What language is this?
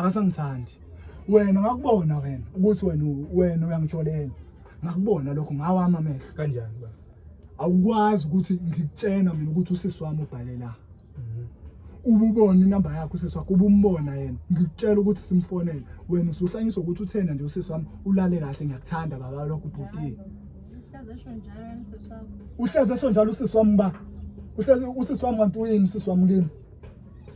Zulu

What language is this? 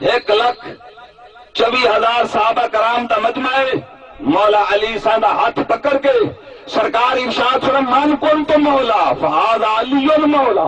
Saraiki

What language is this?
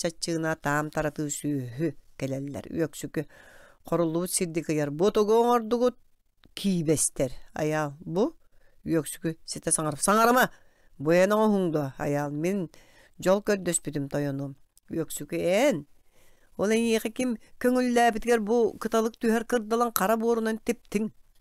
Yakut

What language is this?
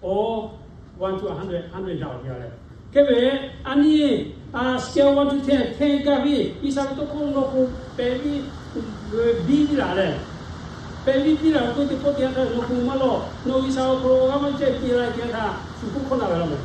Lahu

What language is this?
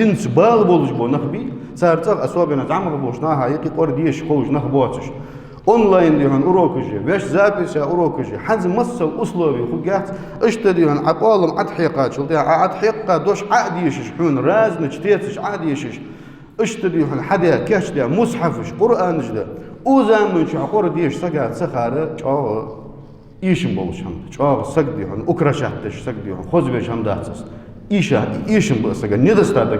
Ingush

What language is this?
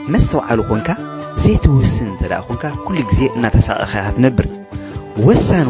Tigrinya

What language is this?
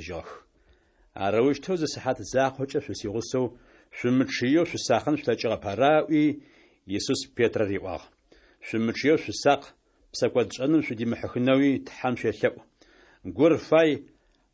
Adyghe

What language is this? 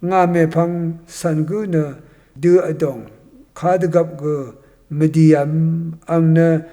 Rawang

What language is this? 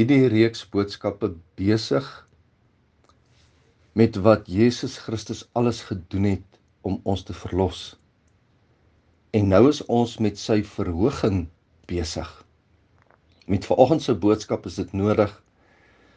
Afrikaans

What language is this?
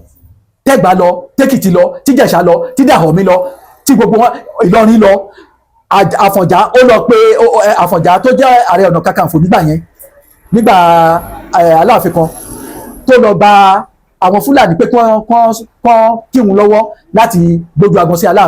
Yoruba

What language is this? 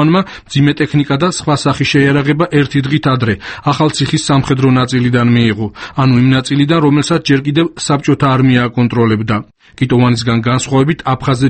Georgian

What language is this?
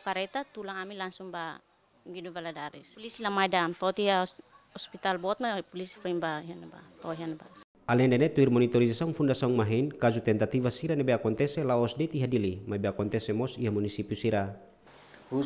Tetum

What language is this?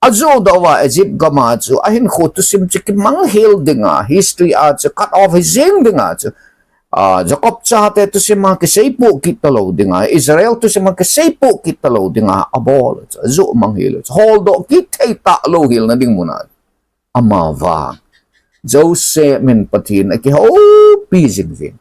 Thado Chin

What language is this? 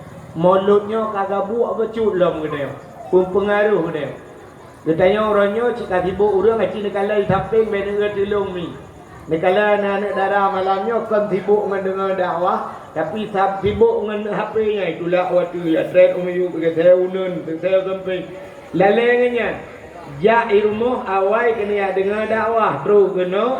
Achinese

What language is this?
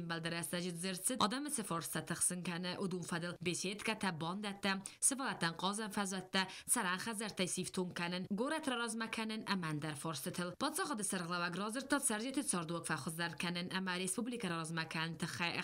Ossetic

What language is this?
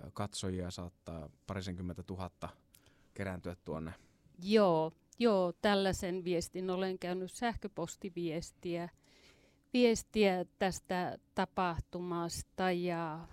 Finnish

